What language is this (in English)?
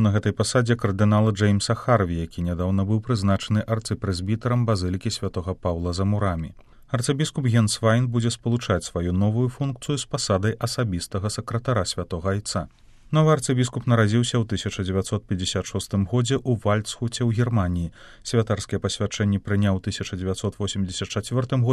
Belarusian